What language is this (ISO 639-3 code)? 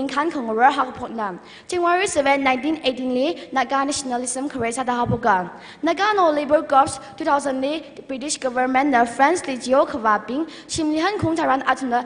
nmf